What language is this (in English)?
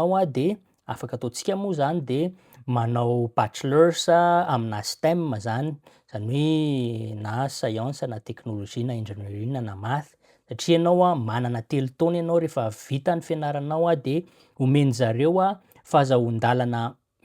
Malagasy